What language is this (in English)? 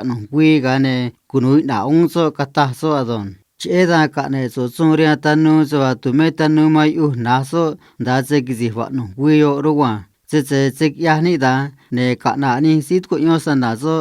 Copala Triqui